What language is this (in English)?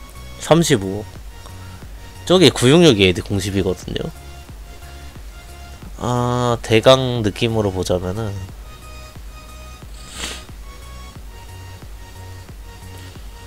Korean